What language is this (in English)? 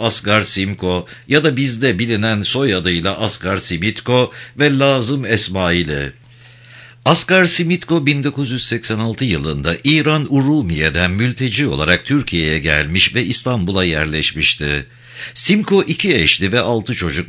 Turkish